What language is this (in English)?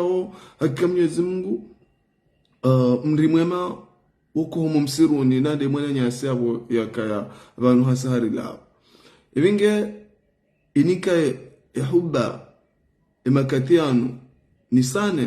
Ngazidja Comorian